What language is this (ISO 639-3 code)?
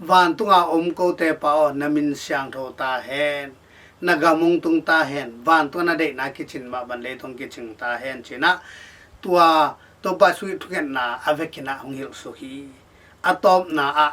ctd